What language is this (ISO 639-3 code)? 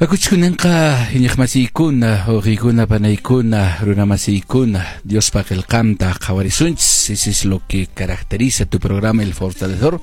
que